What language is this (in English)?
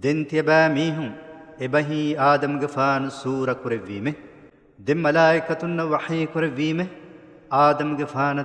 Divehi